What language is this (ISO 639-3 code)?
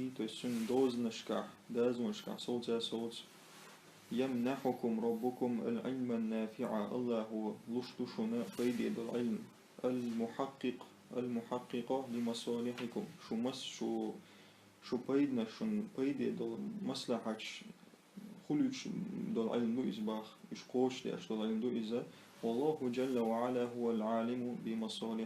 che